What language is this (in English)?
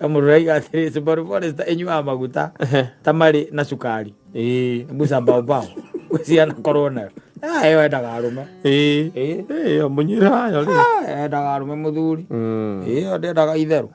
Kikuyu